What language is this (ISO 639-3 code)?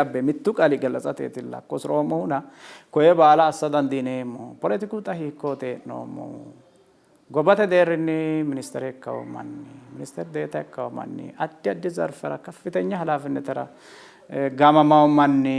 sid